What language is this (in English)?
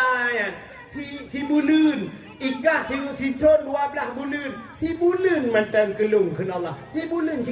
Achinese